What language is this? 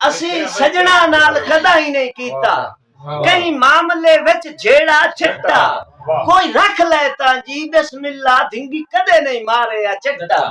Saraiki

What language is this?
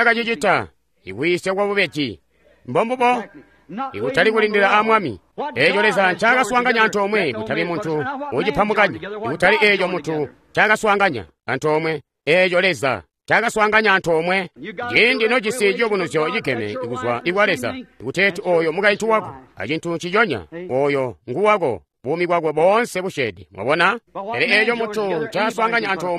Tonga (Zambia)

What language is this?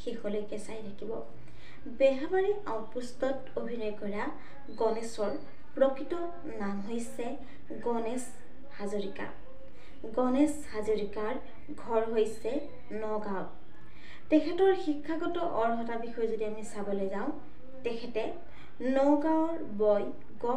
Assamese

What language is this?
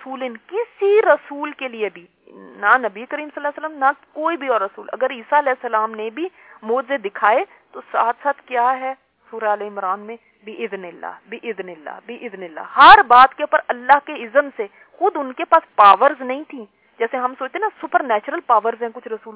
Urdu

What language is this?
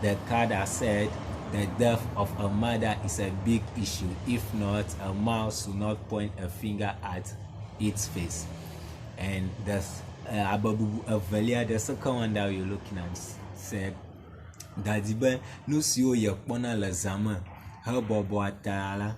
Ewe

